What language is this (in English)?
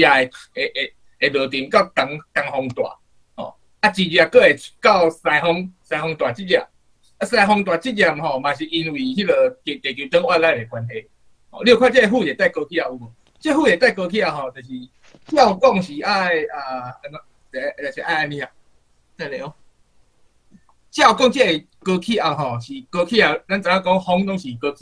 Min Nan Chinese